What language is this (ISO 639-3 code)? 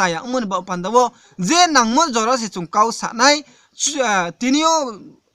ria